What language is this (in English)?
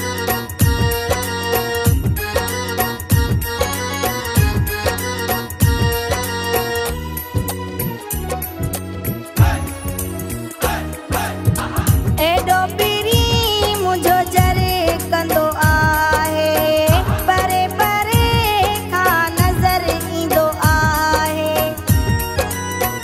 Sindhi